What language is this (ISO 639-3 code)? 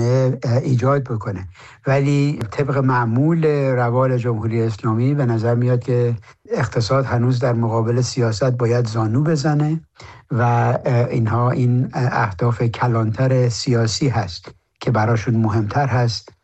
fas